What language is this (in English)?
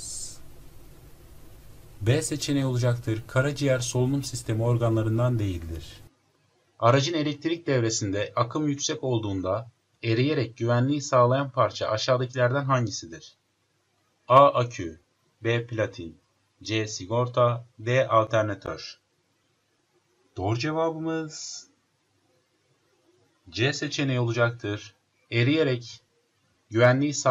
Turkish